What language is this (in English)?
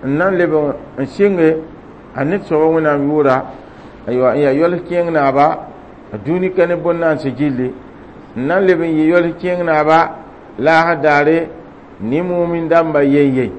Mossi